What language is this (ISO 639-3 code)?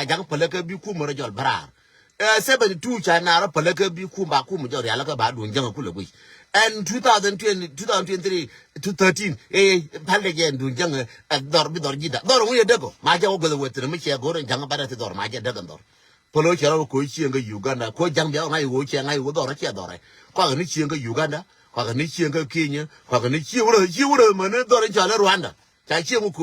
nus